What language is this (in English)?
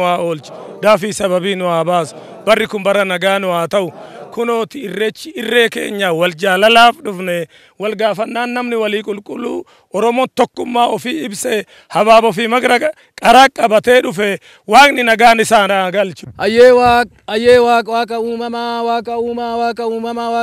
Oromo